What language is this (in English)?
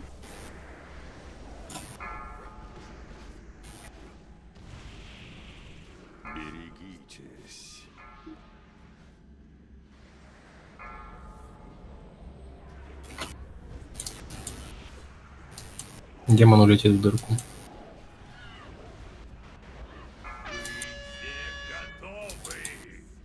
Russian